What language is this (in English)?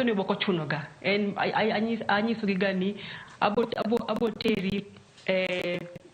Luo (Kenya and Tanzania)